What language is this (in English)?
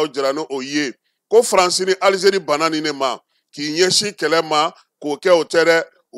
Bambara